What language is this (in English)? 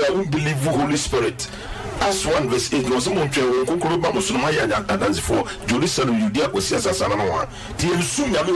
Akan